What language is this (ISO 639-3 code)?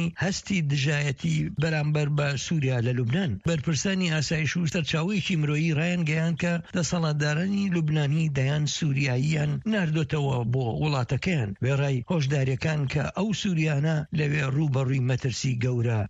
ckb